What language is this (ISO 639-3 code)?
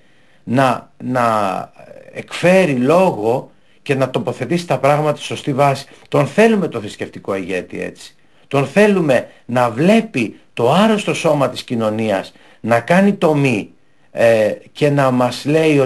ell